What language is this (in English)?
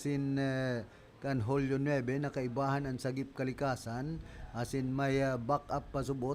Bikol